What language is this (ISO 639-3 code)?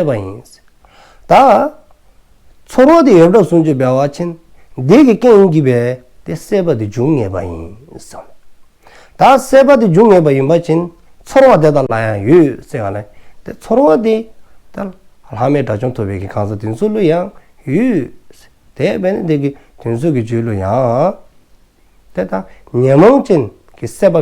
dzo